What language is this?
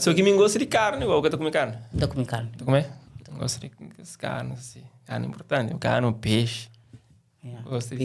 Kabuverdianu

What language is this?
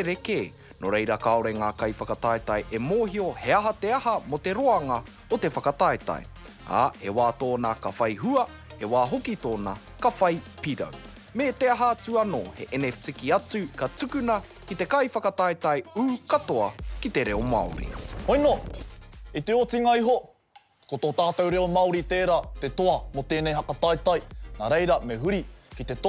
Māori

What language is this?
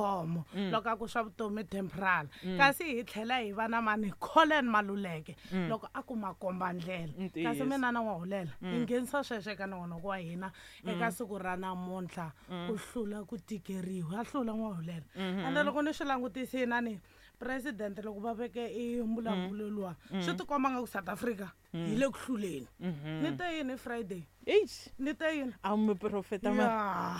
Tsonga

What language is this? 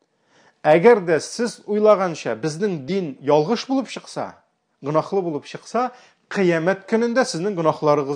Tatar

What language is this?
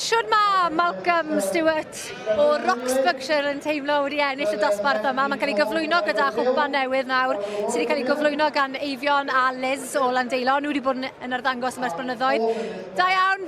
Welsh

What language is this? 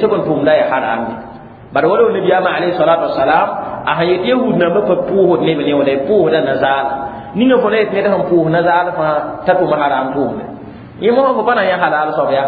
Mossi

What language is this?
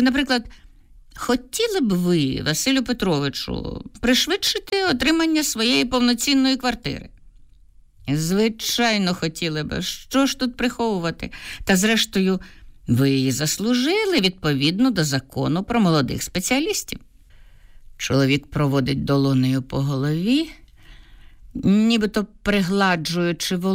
Ukrainian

